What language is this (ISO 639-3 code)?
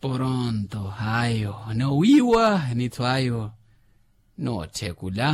vmw